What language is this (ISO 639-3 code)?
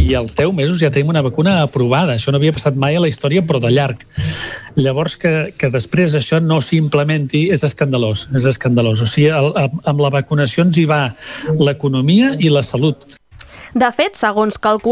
cat